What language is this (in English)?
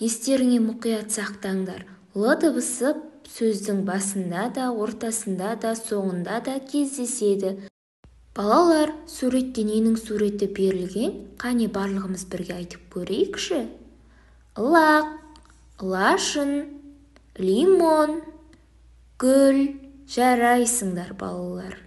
Kazakh